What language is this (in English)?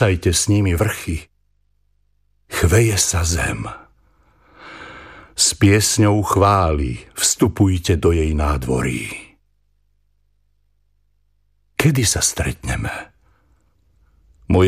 Slovak